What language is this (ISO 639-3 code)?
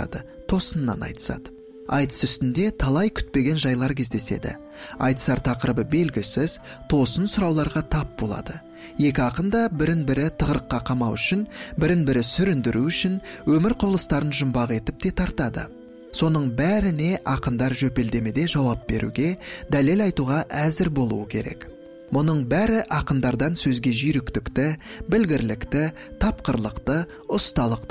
kaz